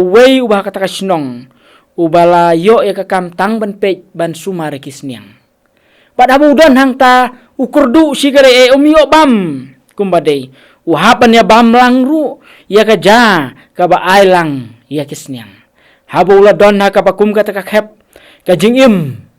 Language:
Khasi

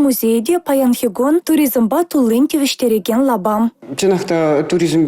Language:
Chuvash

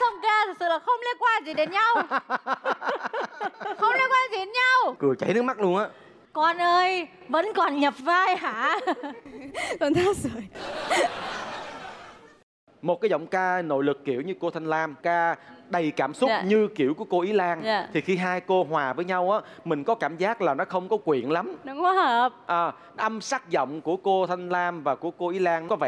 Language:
Vietnamese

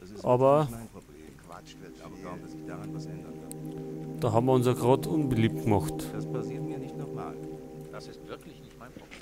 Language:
Bavarian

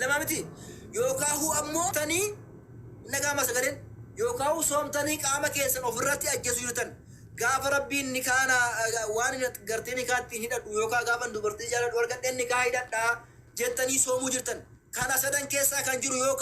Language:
Oromo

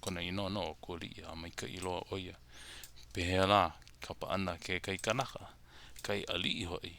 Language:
Hawaiian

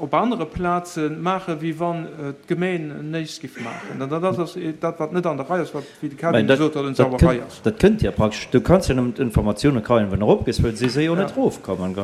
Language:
Luxembourgish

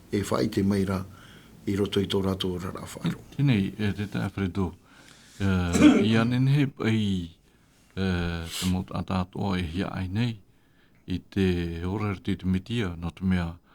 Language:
Tahitian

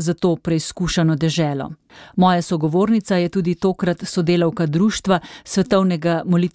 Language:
Slovenian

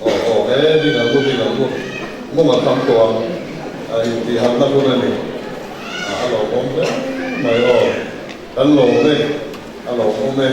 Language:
Mizo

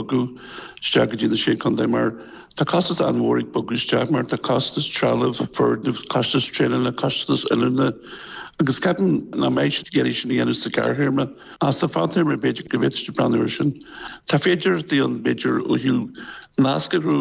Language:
Irish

